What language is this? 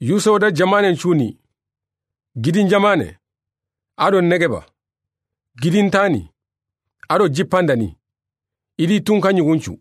Soninke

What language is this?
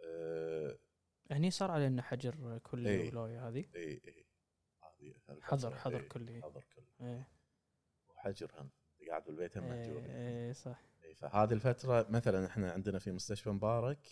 Gulf Arabic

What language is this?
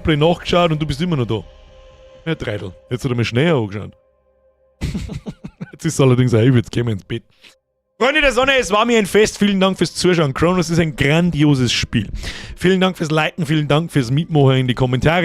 Bavarian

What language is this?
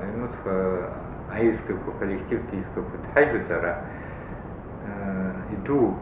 Abkhazian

